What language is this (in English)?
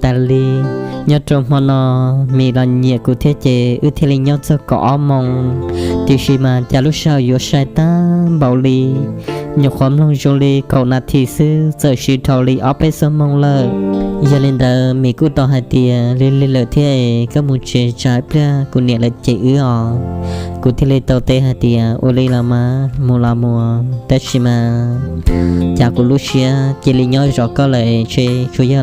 Hmong